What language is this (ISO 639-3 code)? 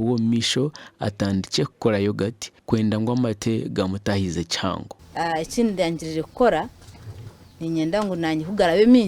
nyn